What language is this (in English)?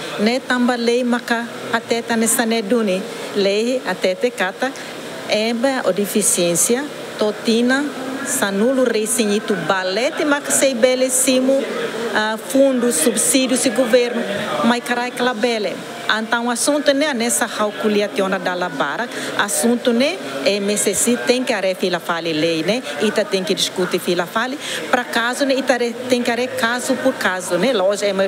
Tetum